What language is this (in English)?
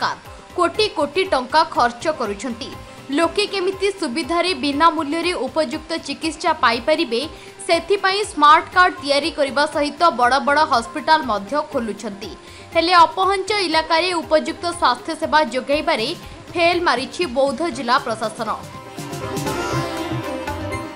Odia